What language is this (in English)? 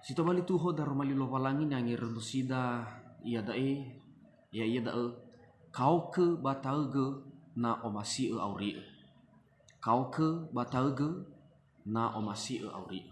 Nias